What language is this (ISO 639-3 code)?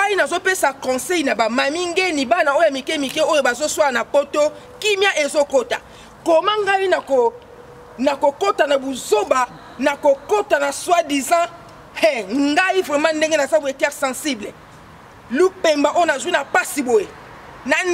lin